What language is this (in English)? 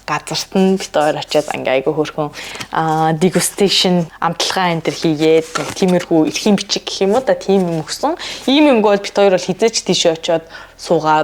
Mongolian